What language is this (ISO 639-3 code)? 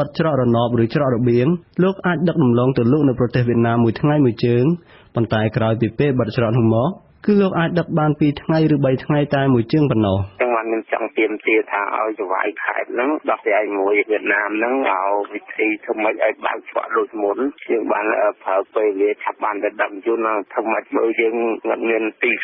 khm